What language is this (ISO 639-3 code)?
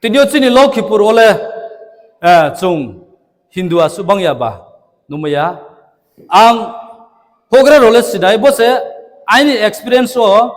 ria